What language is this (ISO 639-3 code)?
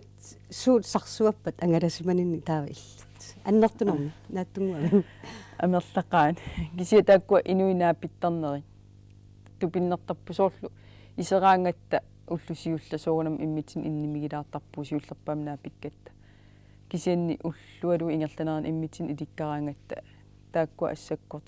kal